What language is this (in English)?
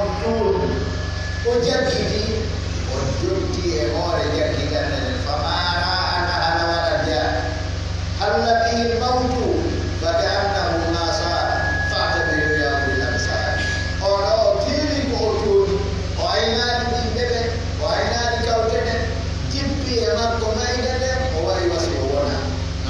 Pular